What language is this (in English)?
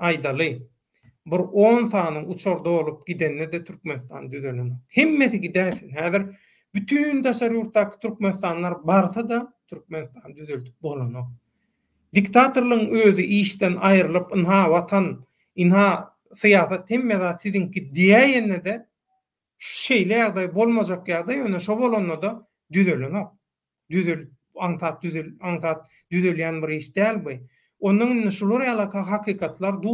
Turkmen